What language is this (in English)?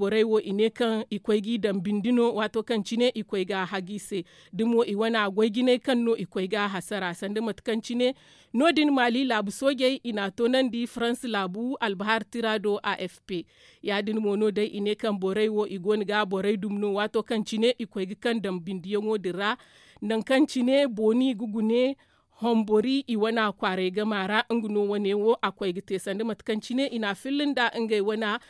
Zarma